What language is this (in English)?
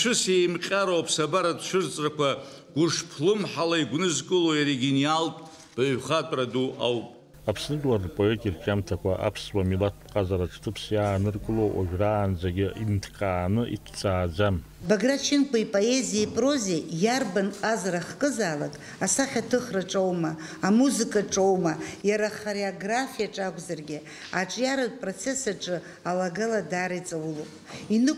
Abkhazian